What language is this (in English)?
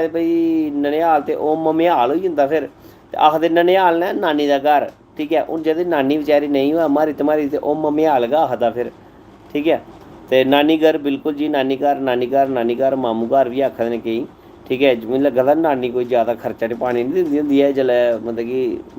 Dogri